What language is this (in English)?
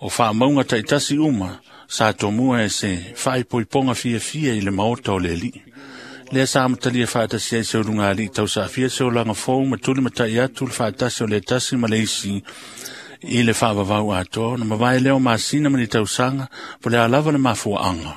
Samoan